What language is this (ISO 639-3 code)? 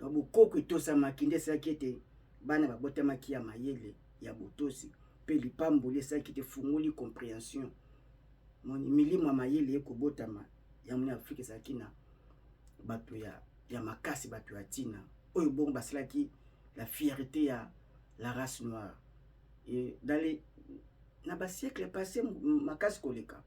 lin